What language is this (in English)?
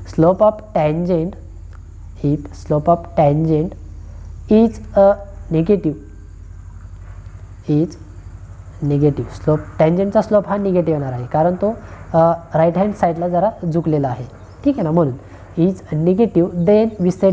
Marathi